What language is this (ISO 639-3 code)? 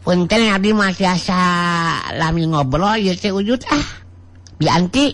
sun